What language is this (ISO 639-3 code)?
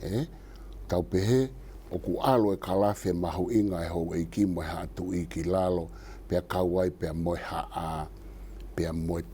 ton